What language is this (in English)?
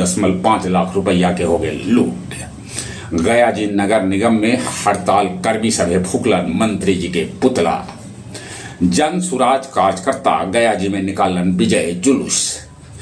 Magahi